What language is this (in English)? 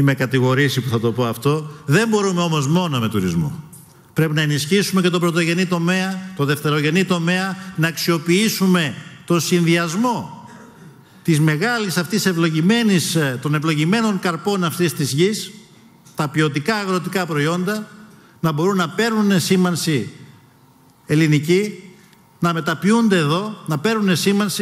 Greek